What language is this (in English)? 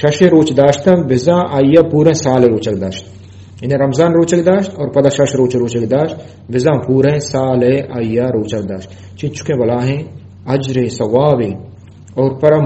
Eastern Balochi